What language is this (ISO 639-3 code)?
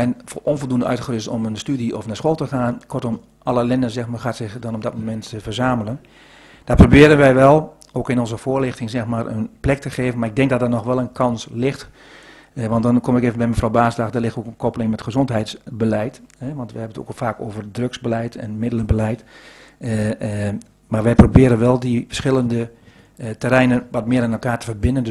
nld